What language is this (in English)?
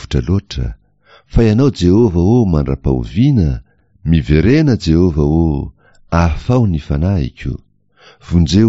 Malagasy